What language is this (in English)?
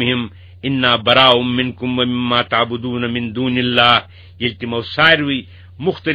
Kashmiri